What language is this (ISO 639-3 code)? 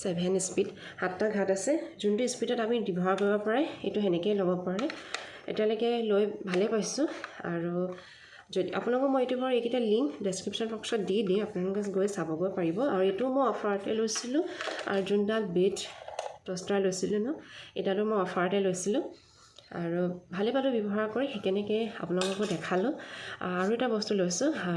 asm